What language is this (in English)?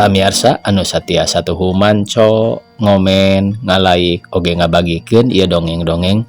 Sundanese